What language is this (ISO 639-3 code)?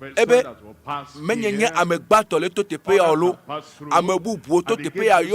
ewe